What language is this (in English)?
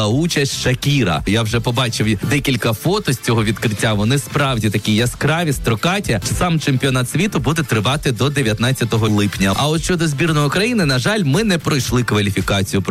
Ukrainian